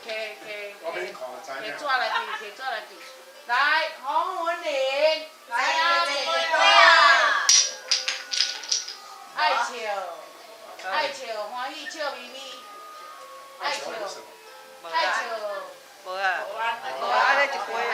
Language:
Min Nan Chinese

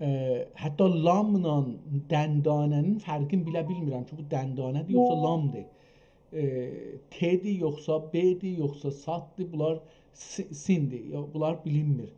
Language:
South Azerbaijani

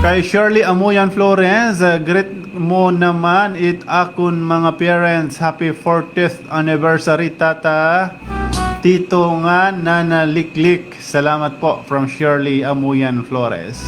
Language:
Waray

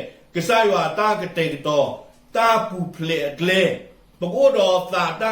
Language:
S'gaw Karen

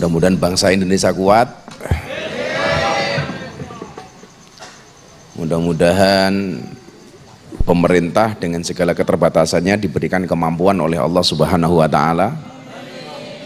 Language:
Indonesian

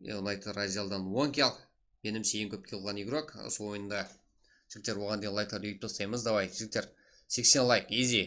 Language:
Kara-Kalpak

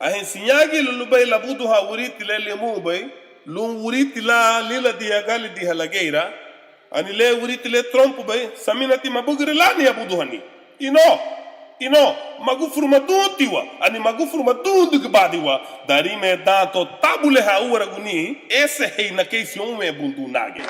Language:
Garifuna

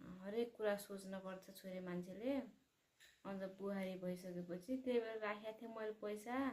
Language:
Nepali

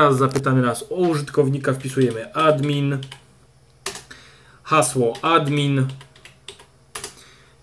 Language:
Polish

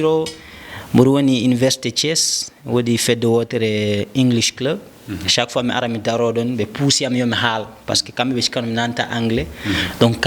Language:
Fula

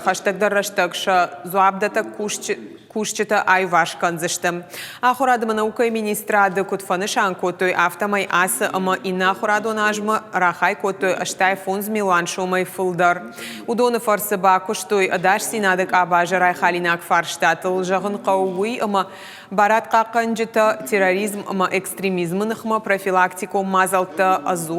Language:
Ossetic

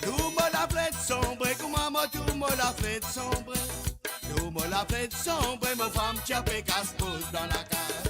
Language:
Morisyen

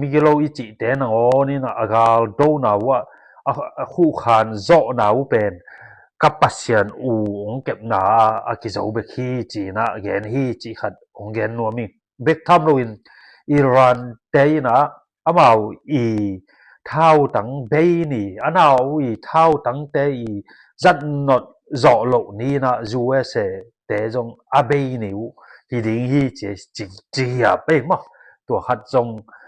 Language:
Tedim Chin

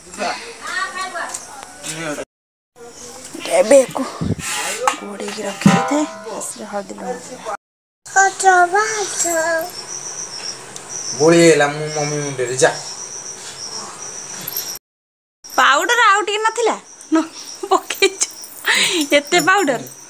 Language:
Odia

